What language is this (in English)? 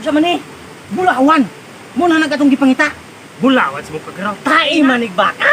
Cebuano